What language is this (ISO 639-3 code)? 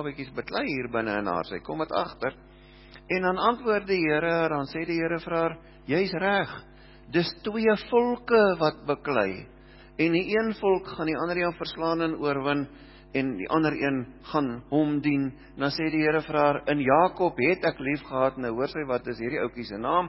afr